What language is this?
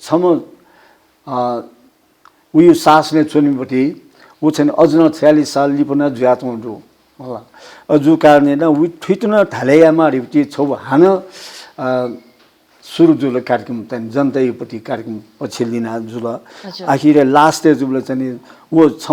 Newari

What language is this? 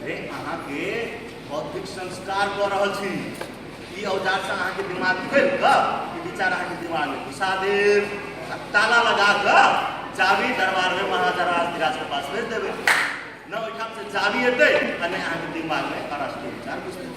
Maithili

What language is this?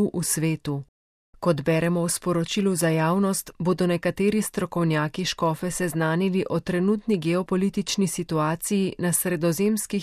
Slovenian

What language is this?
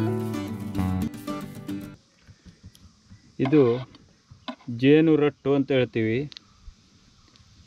Kannada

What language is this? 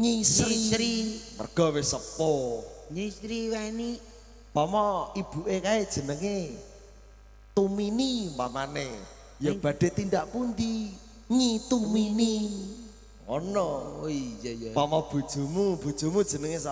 Javanese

